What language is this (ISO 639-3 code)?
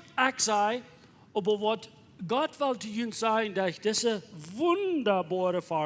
pdt